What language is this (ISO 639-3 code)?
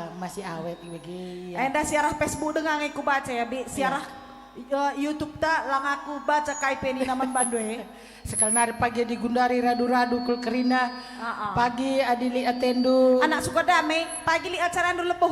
btx